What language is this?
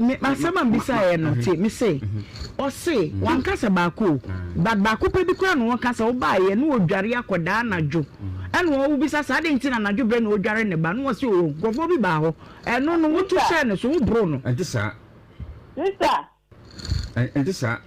Akan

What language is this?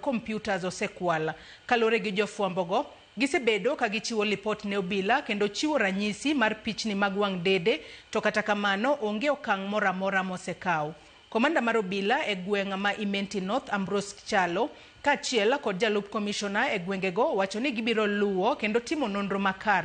Luo (Kenya and Tanzania)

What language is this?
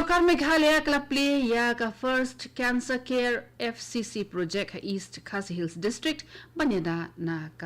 Khasi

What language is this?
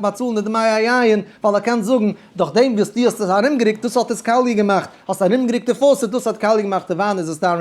Yiddish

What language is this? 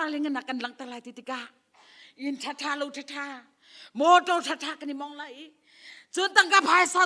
Hakha Chin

